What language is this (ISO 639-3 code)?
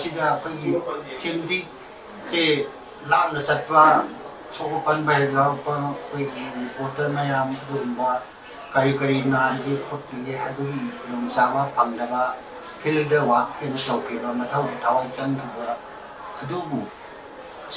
mni